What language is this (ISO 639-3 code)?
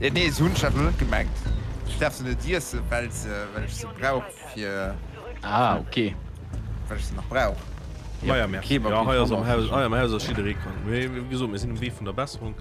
ltz